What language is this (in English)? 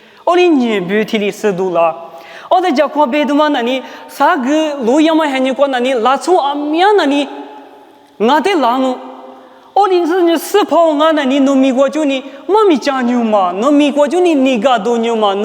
Lisu